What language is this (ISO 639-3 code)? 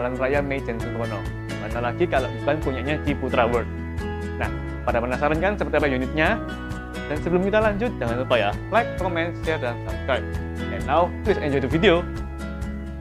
ind